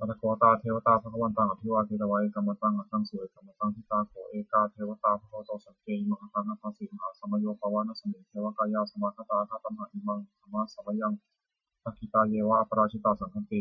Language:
Pali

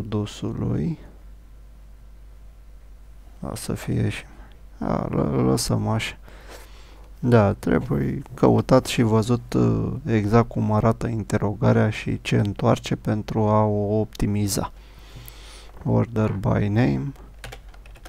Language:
Romanian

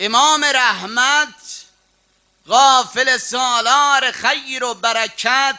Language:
South Azerbaijani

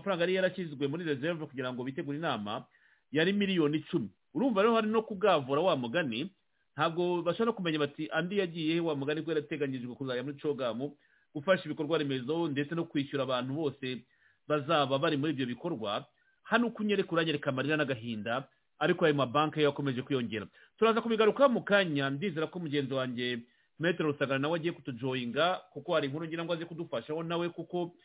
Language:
Kinyarwanda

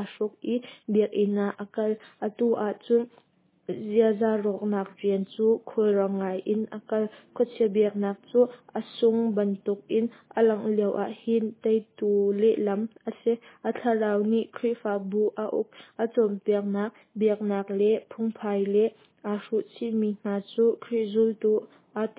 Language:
Hakha Chin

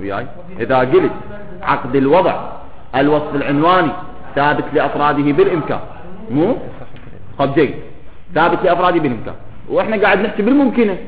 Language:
Mesopotamian Arabic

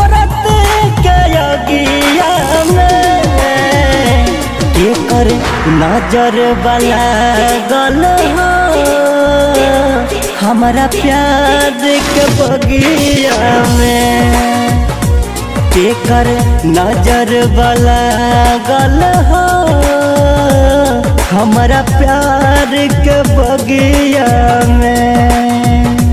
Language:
Bhojpuri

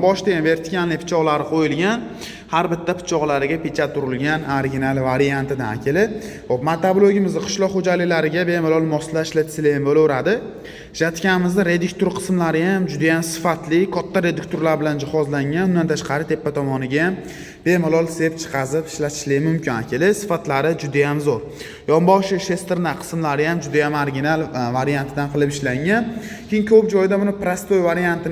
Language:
Uzbek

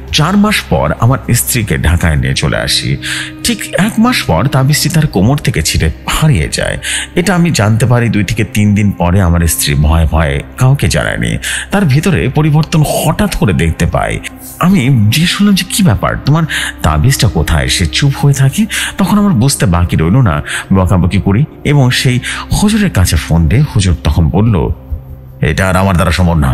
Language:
Bangla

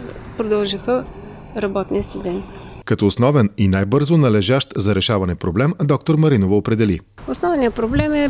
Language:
Bulgarian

